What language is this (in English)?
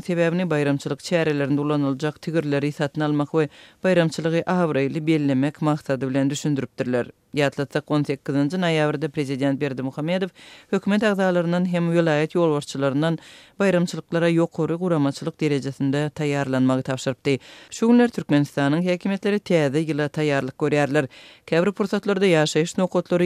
Turkmen